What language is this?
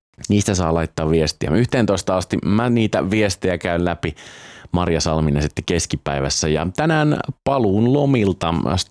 Finnish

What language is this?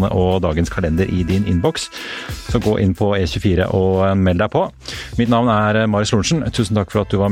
Norwegian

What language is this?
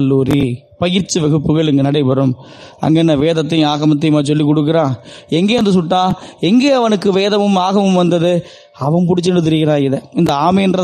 Tamil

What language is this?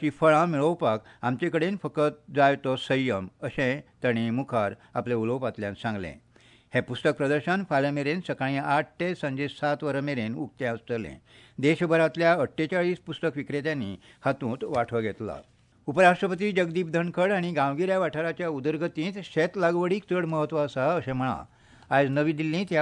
Konkani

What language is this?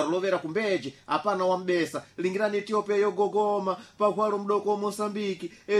Sena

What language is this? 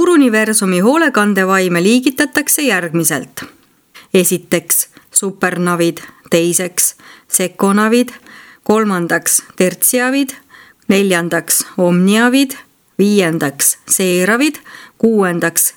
Estonian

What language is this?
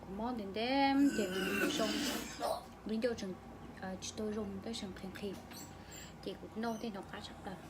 Hmong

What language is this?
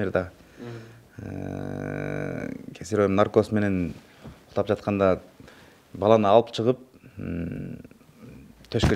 Kyrgyz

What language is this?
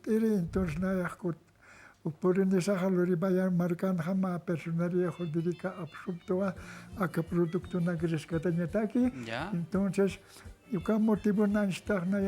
Aymara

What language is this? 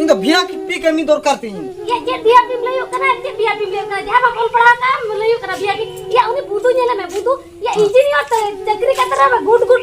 Santali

